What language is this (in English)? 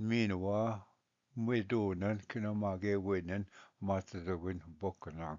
Ojibwa